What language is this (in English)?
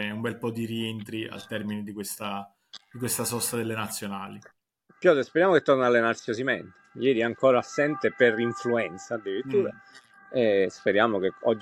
Italian